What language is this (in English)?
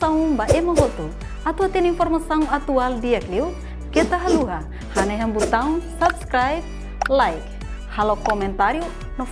Tetum